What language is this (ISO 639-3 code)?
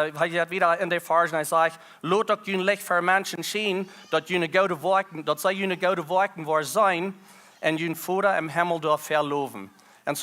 pdt